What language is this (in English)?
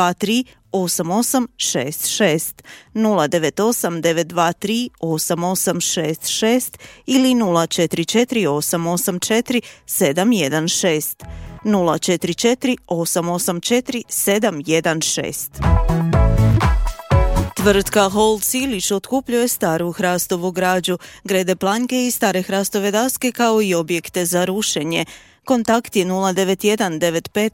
Croatian